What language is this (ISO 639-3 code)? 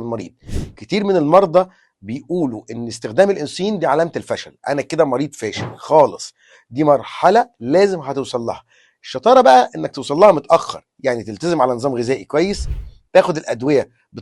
arz